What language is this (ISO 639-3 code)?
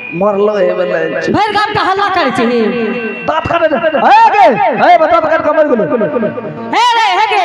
anp